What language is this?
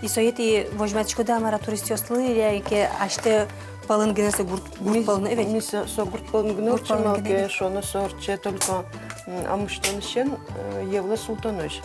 Udmurt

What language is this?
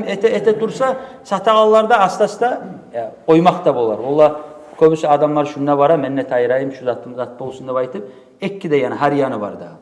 Kumyk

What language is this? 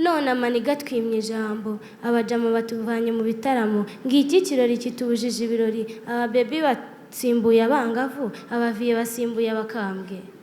Kinyarwanda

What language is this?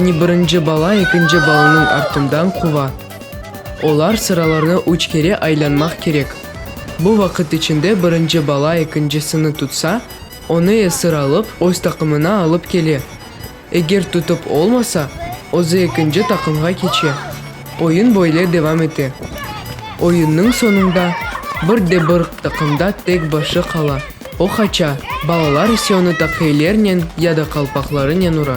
Crimean Tatar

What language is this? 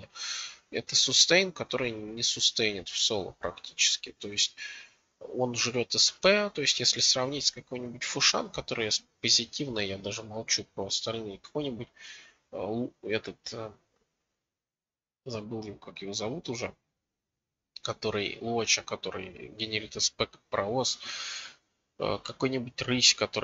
Russian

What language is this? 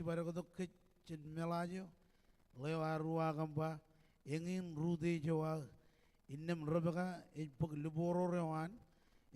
Marshallese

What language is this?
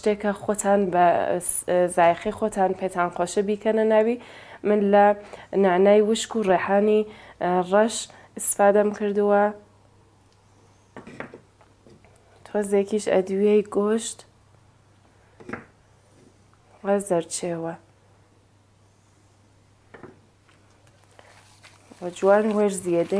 Central Kurdish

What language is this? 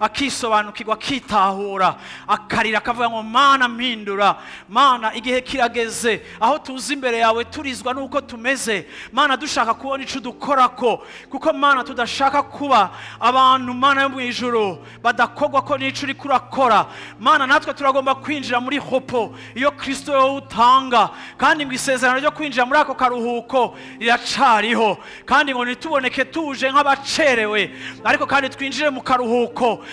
Rundi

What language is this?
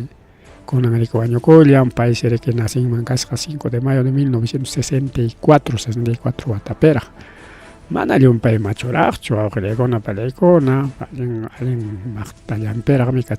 Ayacucho Quechua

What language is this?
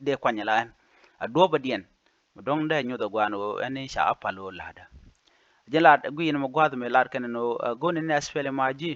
Nuer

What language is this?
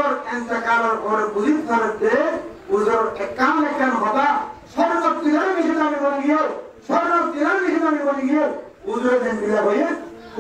Rohingya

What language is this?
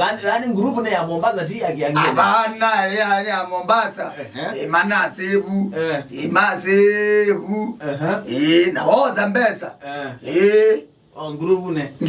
Kamba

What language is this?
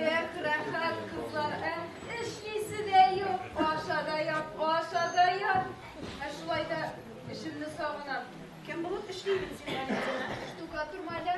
Tatar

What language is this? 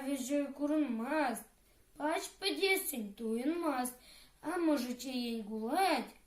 Chuvash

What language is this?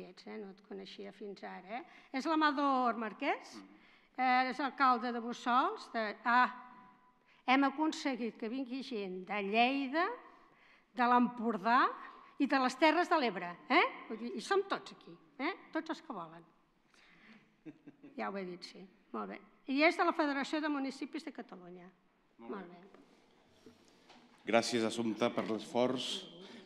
Catalan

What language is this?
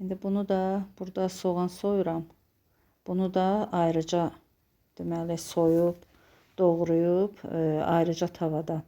Azerbaijani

